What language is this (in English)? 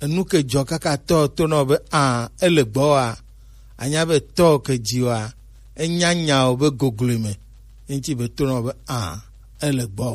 Gen